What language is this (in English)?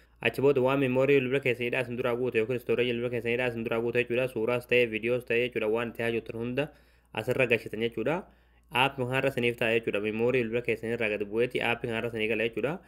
Oromo